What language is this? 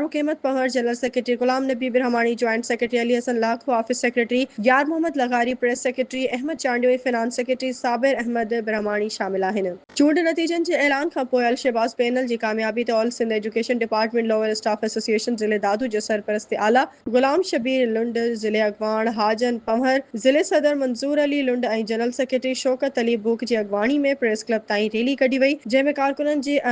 Sindhi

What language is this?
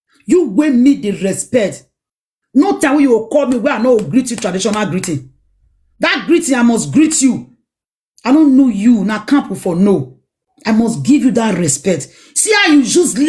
Nigerian Pidgin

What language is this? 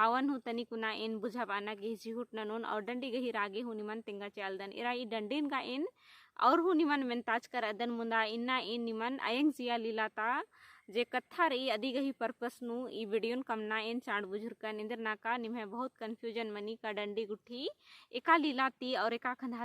Kurukh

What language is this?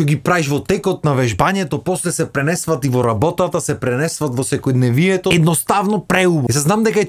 Macedonian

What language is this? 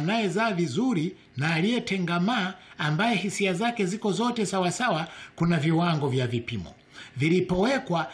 Swahili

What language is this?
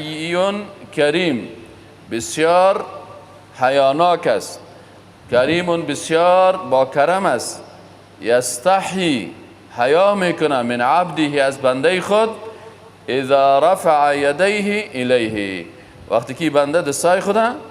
Persian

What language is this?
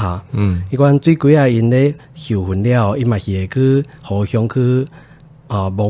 Min Nan Chinese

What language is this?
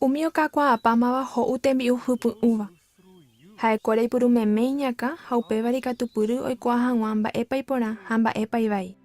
Guarani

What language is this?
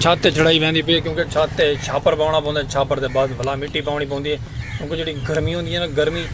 Saraiki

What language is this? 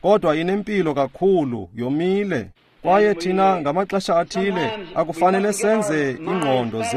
Xhosa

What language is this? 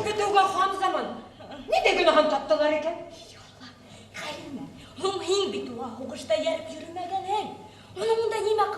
Bashkir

